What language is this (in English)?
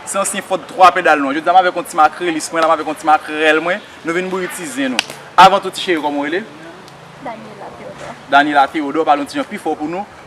Haitian Creole